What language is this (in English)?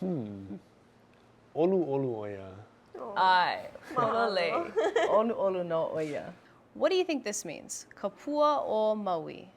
Hawaiian